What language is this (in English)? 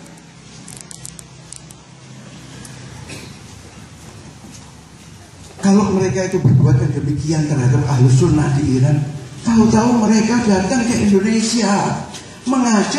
Indonesian